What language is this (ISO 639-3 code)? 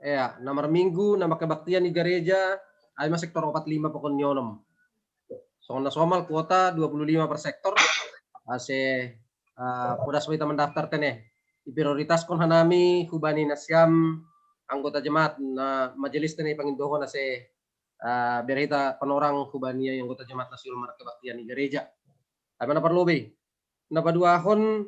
bts